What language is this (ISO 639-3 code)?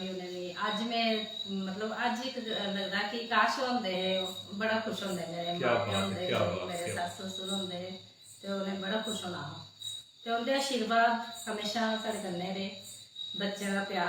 doi